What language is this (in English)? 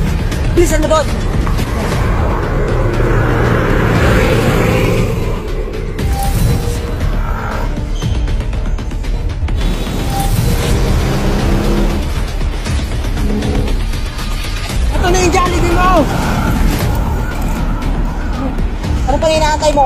Filipino